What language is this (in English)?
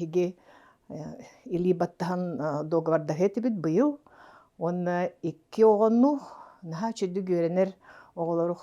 Yakut